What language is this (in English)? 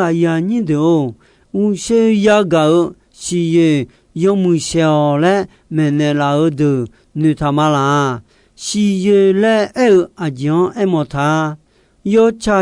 Akha